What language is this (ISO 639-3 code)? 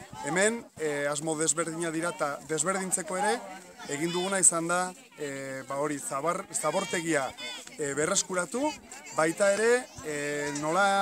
eus